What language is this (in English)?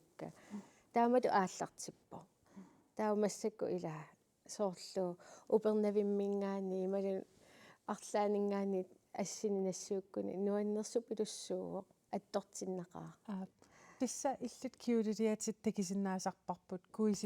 Kalaallisut